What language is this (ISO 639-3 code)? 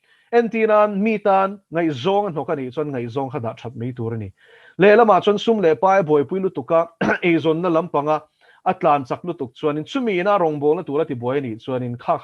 lus